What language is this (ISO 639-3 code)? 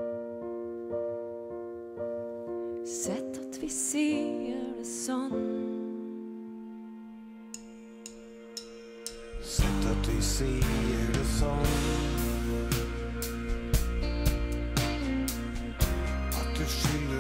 nor